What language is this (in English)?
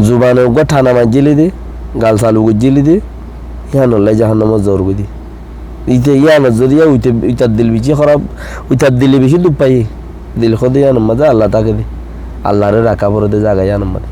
Rohingya